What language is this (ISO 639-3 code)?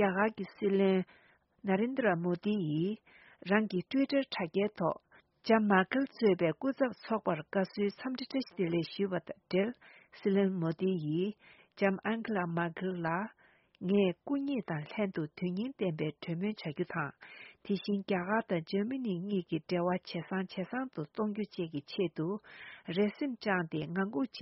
bod